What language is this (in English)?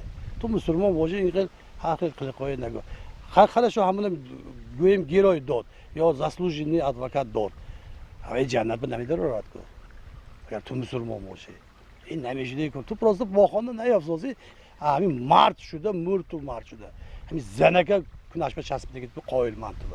Tajik